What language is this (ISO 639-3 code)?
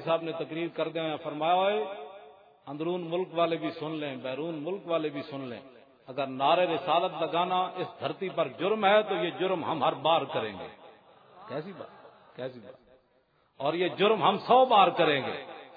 lah